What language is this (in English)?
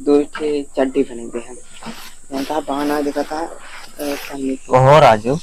Awadhi